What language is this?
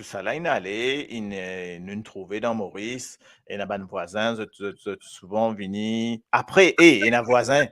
Morisyen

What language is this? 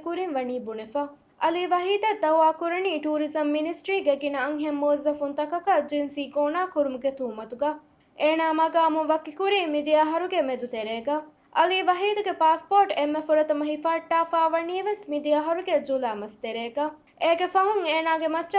Divehi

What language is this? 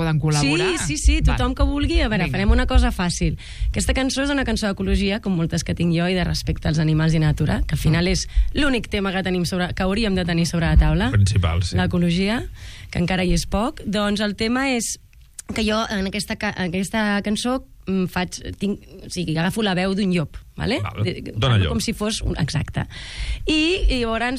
Catalan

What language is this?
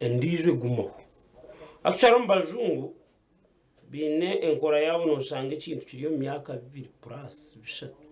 Nyankole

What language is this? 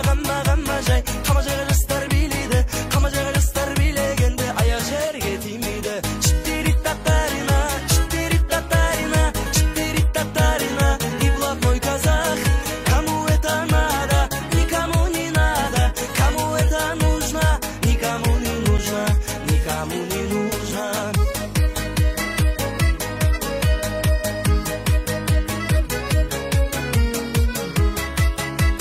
Kazakh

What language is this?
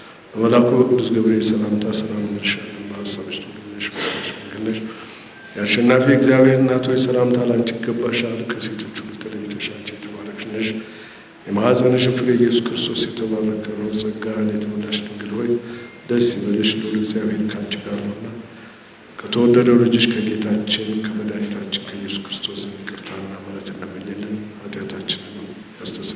Amharic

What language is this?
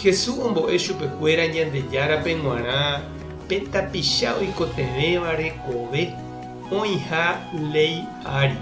Guarani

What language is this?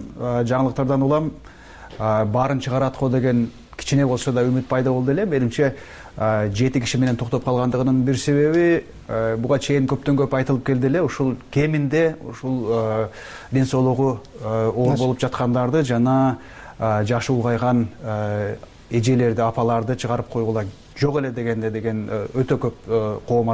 Kyrgyz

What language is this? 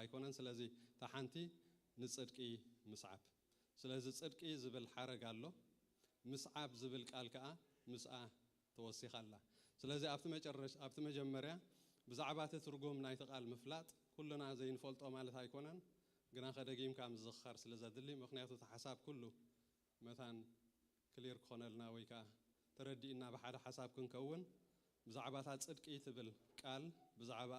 Tigrinya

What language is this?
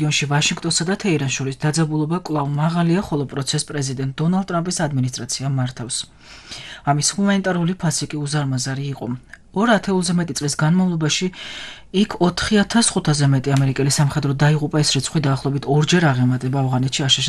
Georgian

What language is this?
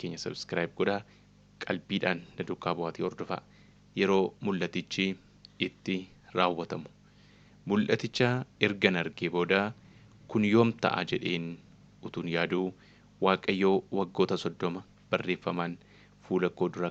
Oromo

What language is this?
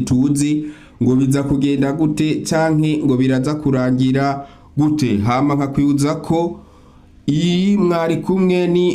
Rundi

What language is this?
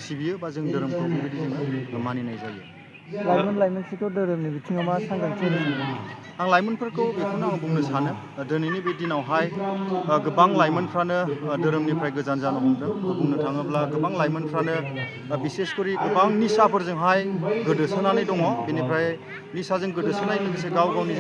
Bodo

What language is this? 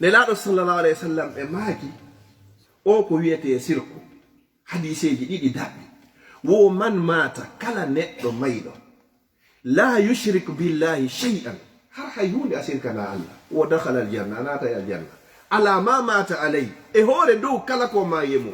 Fula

